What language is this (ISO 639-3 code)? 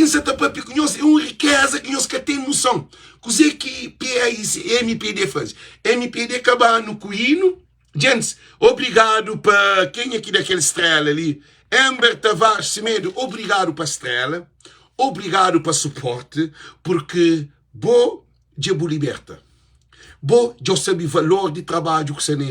kea